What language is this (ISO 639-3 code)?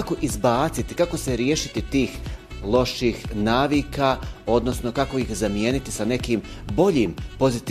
bos